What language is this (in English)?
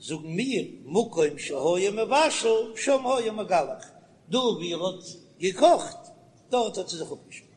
Yiddish